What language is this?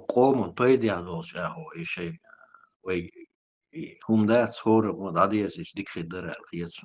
Chechen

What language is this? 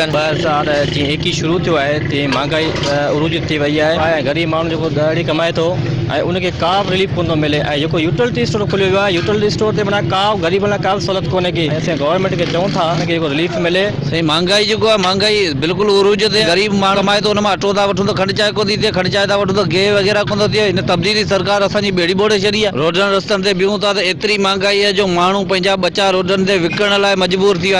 Sindhi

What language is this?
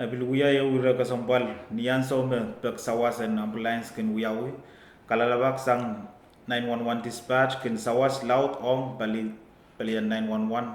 Pohnpeian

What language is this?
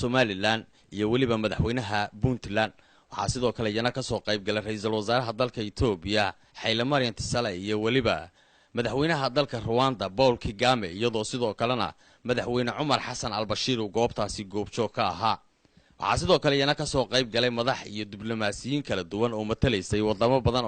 Somali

